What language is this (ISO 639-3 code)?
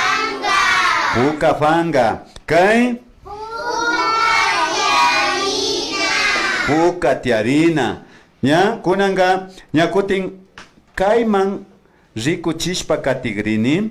qvi